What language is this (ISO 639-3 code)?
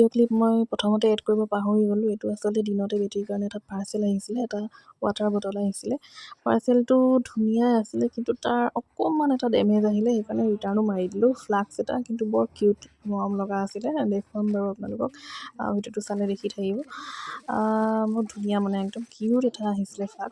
asm